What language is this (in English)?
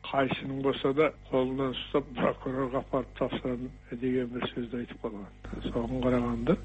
Kazakh